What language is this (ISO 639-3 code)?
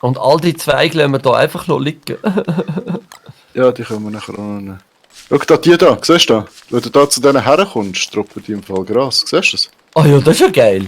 gsw